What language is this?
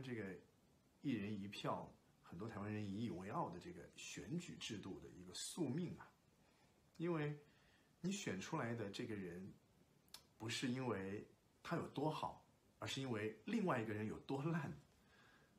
Chinese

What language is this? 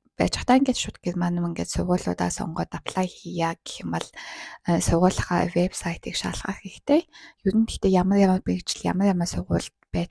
Mongolian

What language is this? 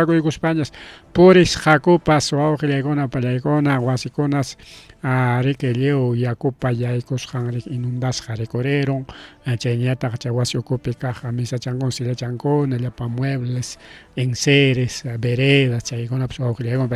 Ayacucho Quechua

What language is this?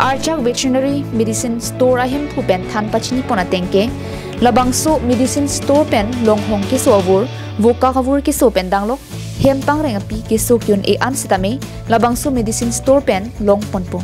Karbi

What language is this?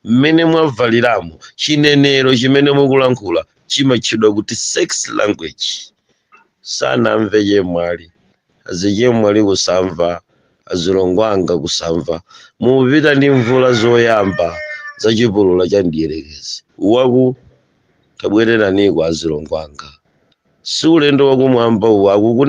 Nyanja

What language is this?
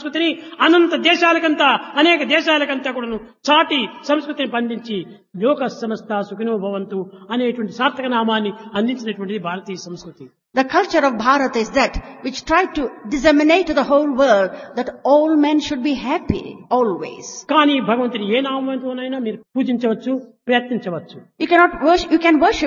Telugu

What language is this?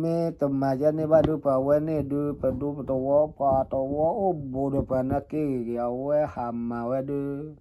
S'gaw Karen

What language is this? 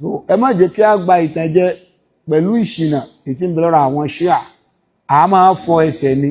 Yoruba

